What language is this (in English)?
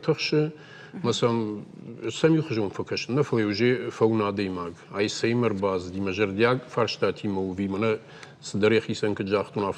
Ossetic